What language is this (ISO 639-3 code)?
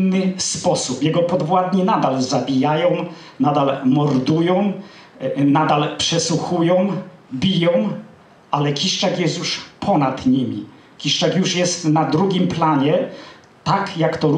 pol